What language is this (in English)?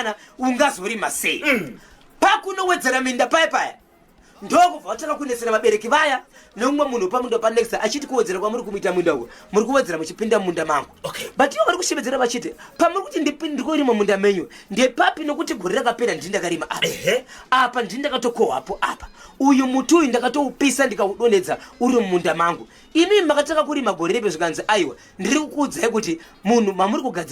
Shona